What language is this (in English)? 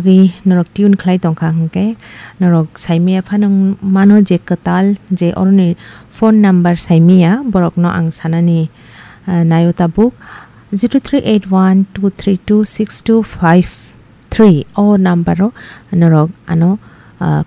Kok Borok